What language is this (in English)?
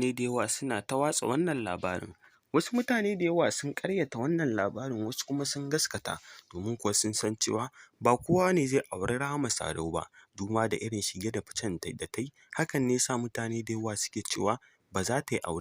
Hausa